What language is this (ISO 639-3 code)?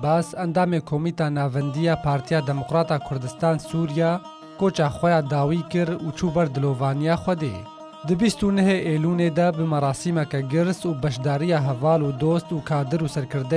kur